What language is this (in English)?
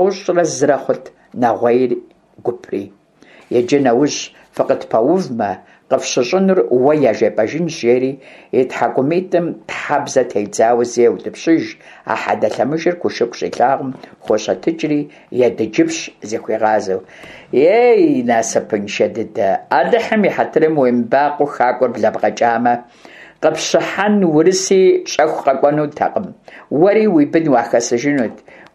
Kabardian